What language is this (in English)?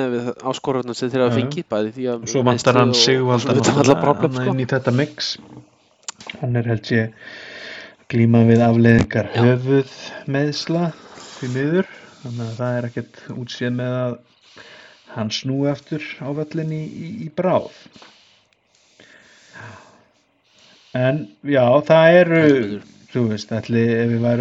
Icelandic